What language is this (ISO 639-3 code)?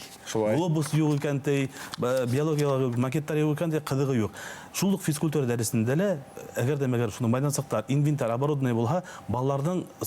bak